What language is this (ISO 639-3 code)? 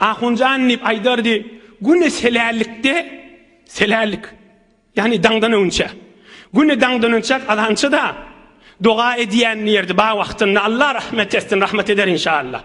tuk